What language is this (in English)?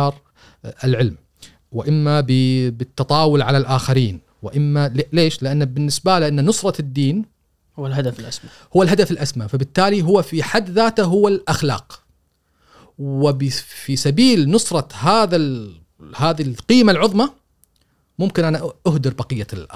Gulf Arabic